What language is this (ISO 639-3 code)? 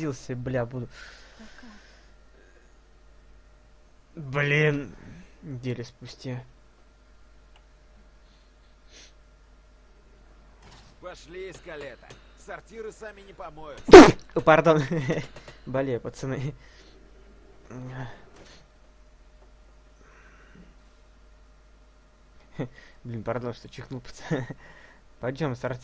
rus